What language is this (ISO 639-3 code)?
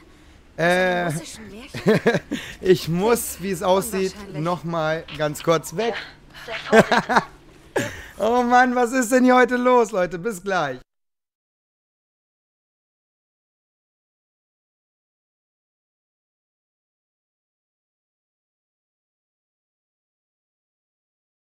deu